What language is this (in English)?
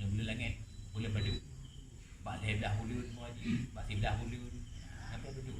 Achinese